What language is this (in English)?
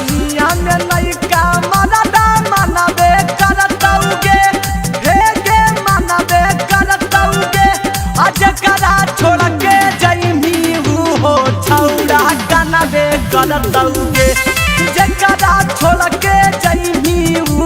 Magahi